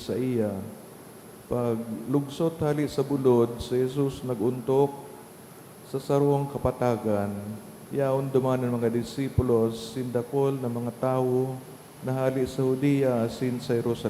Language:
Bikol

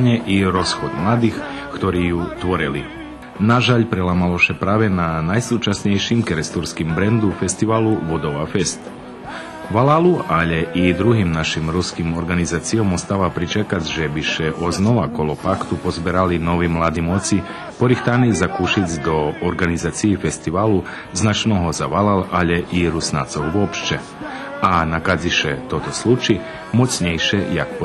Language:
Rusyn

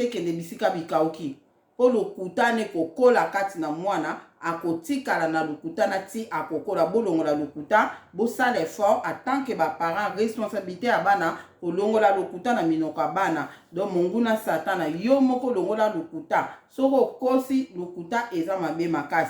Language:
Lingala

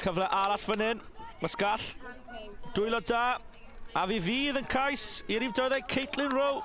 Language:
Welsh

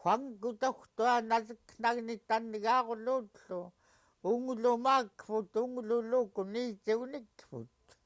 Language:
Central Yupik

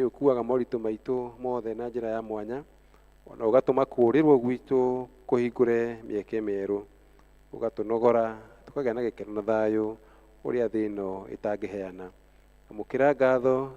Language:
Kikuyu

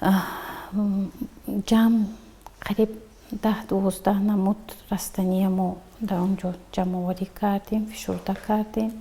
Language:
Tajik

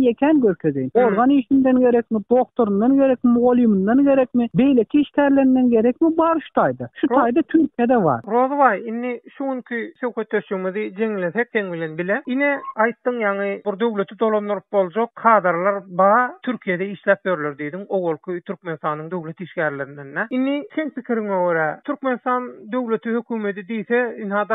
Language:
Turkmen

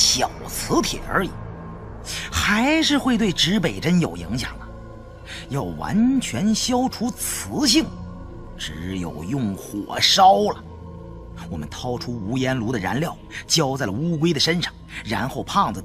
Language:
Chinese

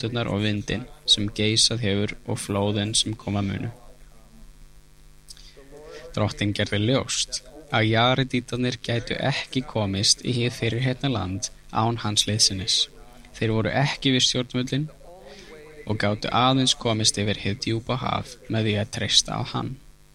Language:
Icelandic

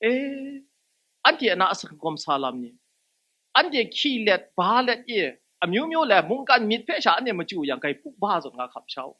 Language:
Kachin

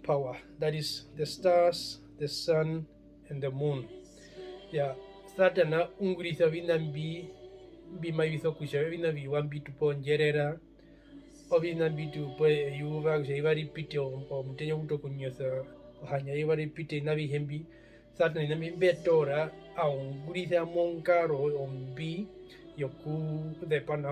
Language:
Herero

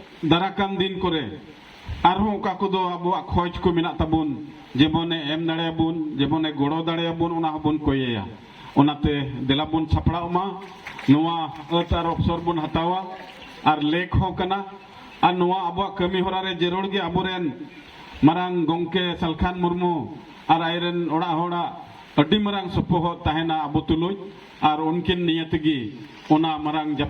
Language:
Santali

